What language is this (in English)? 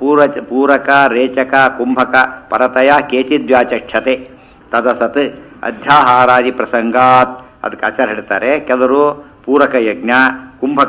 Kannada